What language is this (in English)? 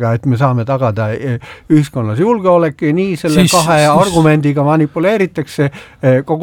Estonian